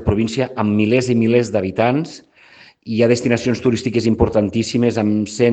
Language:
Catalan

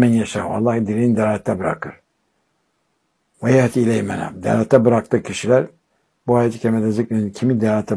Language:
Turkish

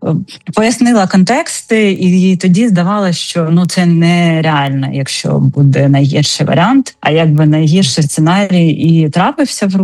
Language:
Ukrainian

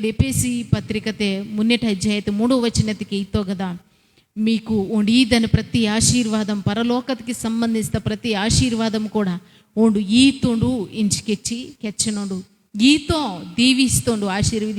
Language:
Koya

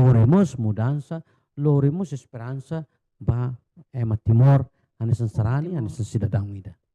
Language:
Tetum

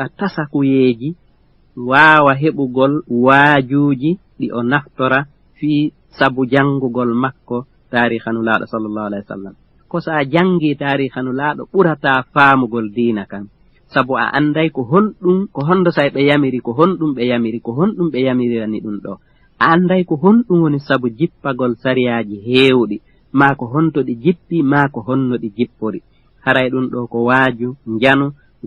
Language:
Fula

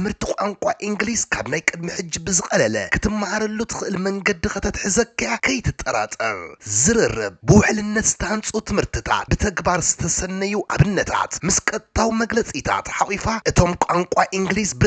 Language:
Tigrinya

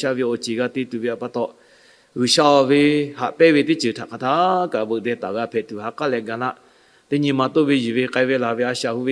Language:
Lahu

